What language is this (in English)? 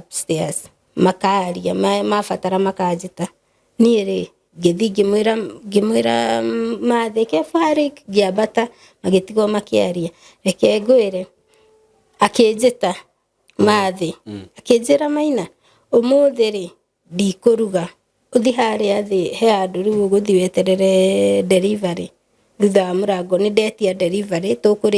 Kikuyu